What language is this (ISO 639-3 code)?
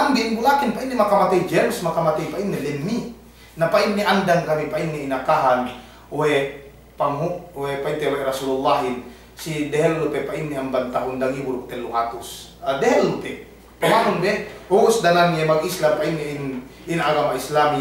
yka